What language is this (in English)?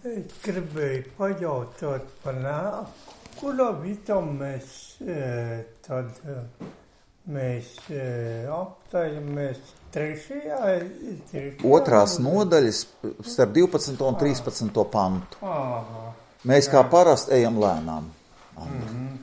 Latvian